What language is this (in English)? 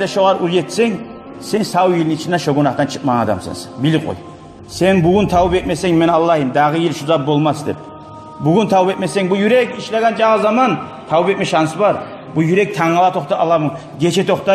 Kumyk